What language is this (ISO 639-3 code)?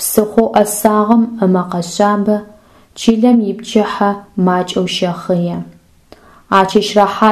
ady